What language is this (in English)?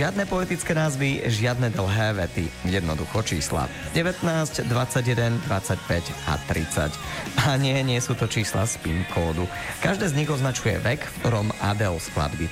Slovak